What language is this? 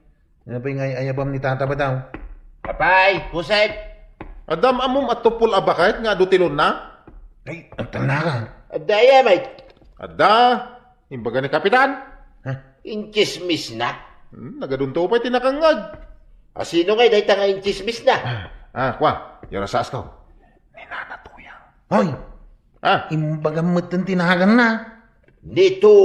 Iloko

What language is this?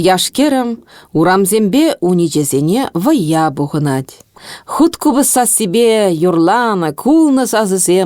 Chuvash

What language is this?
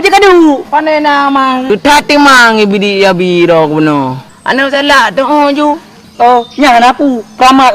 Achinese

